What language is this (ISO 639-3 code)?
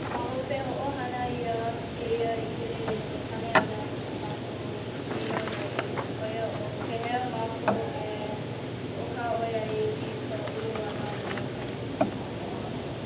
haw